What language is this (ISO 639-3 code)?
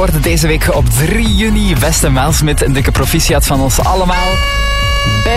nld